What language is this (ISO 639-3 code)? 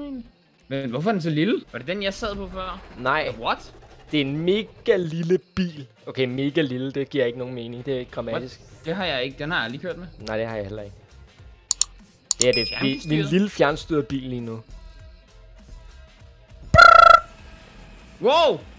dan